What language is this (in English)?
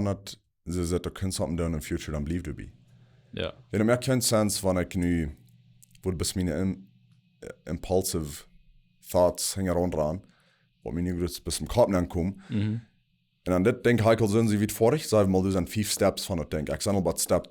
Plautdietsch